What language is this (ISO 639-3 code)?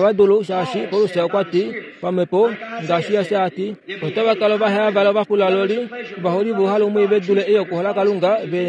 kua